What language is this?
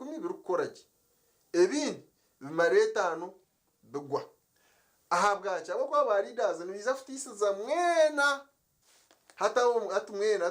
Nyankole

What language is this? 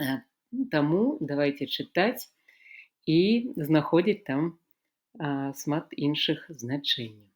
Belarusian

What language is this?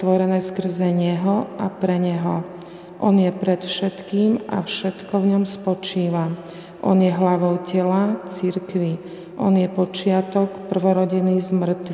Slovak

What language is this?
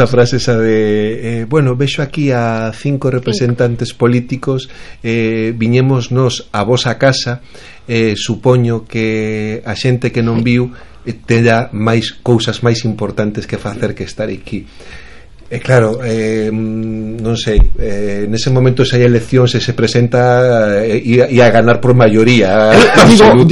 Galician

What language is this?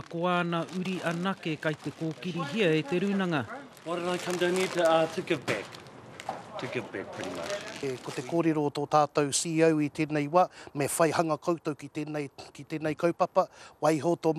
Māori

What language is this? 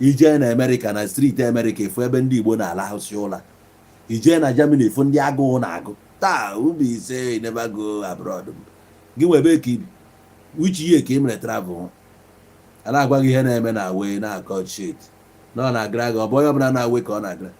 Igbo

